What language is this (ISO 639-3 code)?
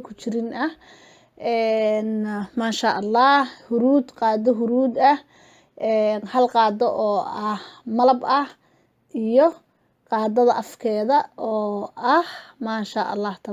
som